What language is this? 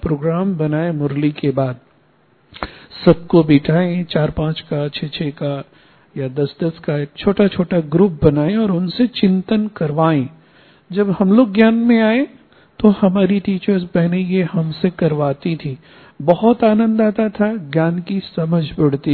Hindi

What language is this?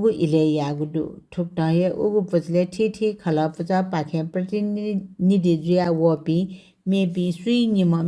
Newari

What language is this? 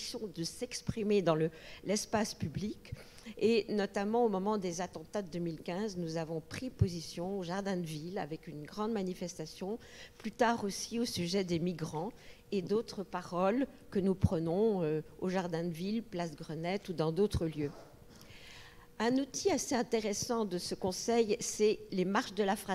French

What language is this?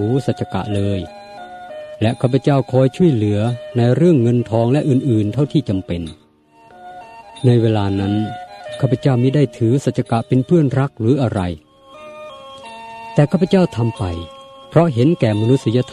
Thai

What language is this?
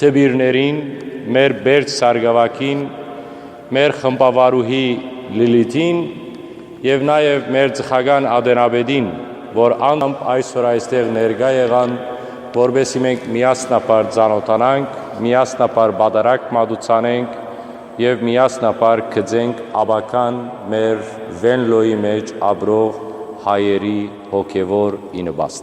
Western Armenian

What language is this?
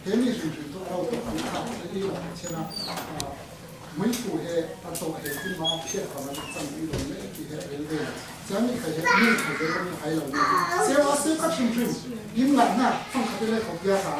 Falam Chin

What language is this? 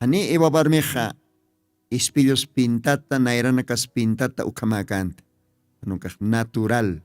Aymara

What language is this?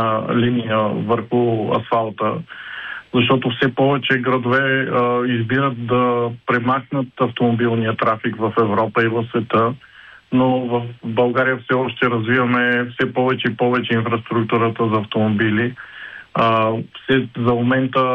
Bulgarian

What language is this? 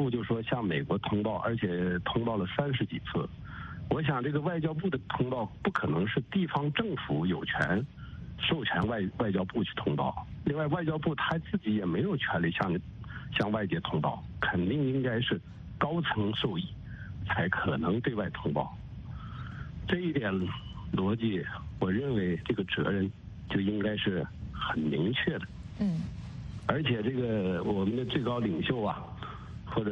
Chinese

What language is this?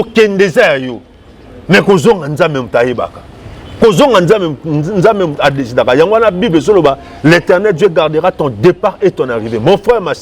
Lingala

